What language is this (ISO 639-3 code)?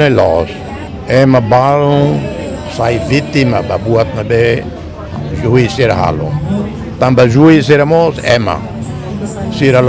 tet